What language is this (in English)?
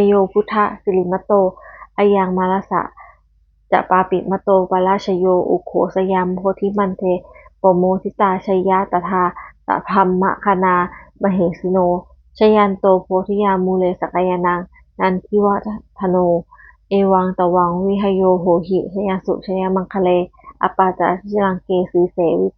Pali